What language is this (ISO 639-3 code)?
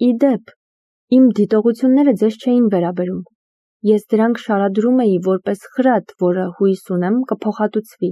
hye